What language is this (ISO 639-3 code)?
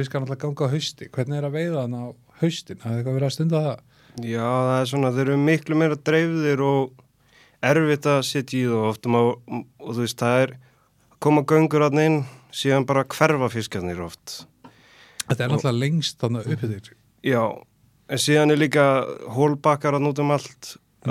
isl